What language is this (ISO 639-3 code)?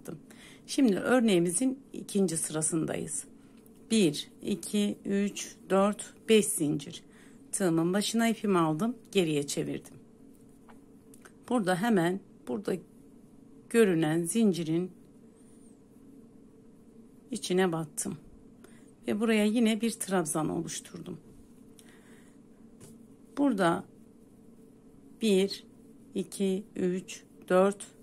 tur